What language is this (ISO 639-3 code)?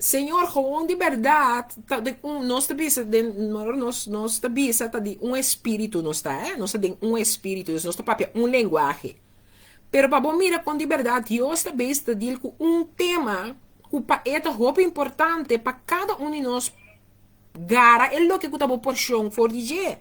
pap